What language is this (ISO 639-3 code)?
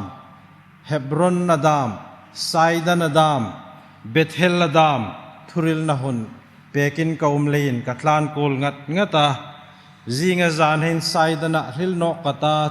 hmr